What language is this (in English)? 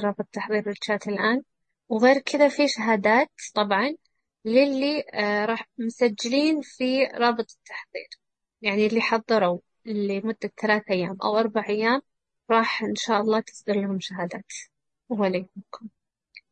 Najdi Arabic